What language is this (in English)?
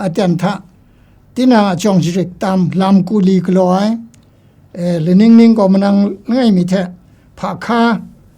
Kachin